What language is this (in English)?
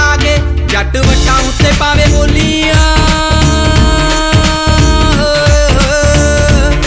Punjabi